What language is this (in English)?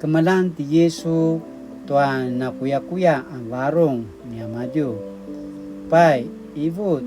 Paiwan